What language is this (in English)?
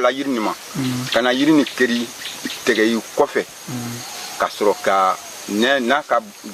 Bambara